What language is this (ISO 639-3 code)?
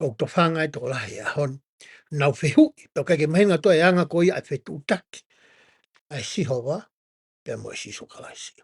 ton